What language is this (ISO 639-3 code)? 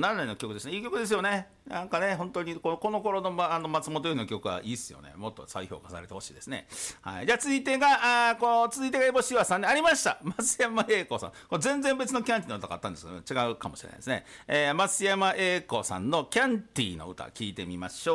jpn